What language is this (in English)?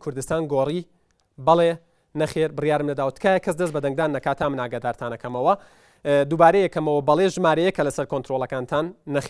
Central Kurdish